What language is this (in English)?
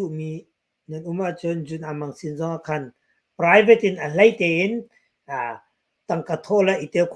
Hakha Chin